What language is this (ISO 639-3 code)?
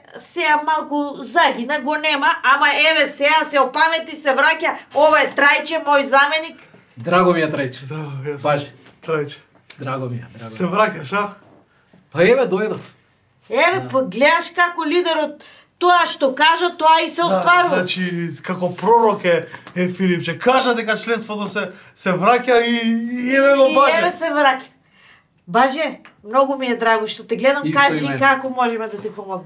mkd